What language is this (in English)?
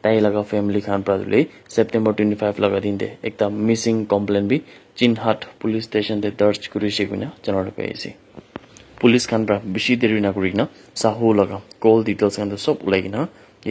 Naga Pidgin